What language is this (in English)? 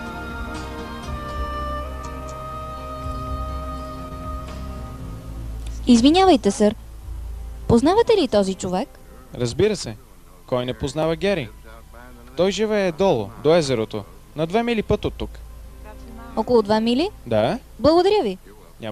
Bulgarian